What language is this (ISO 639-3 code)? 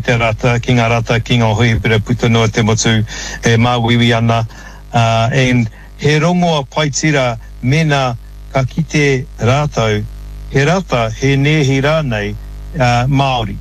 mri